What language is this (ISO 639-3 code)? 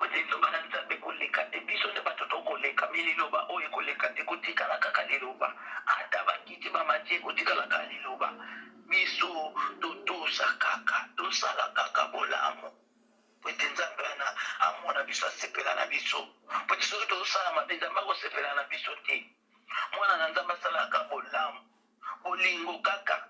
lin